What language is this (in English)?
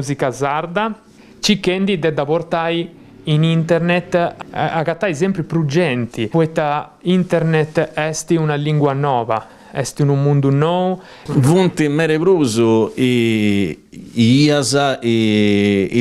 Sardinian